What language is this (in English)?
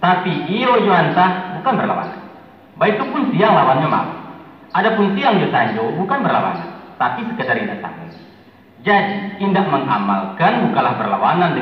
Minangkabau